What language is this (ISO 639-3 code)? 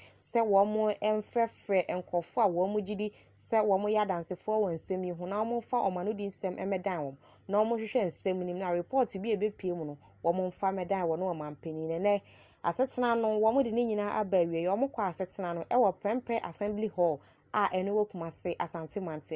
aka